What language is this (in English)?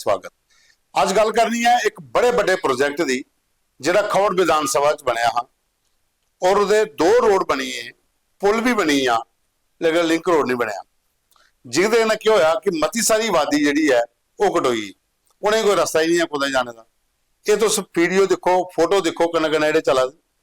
Dogri